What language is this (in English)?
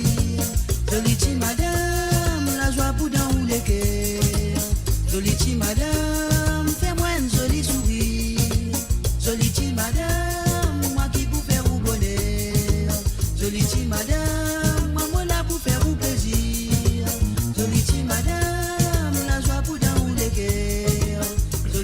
Morisyen